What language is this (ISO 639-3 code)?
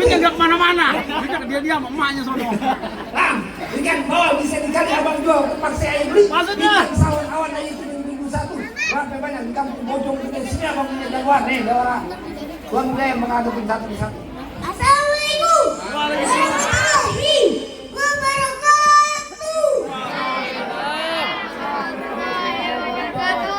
bew